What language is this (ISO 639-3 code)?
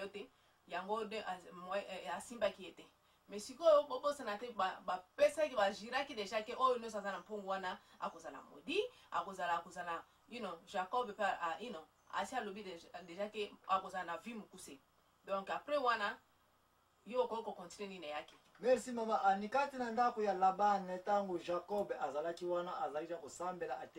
lin